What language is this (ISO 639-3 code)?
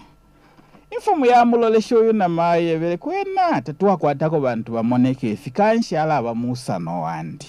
bem